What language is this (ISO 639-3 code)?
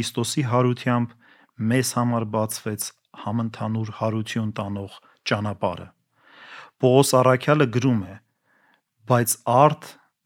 hye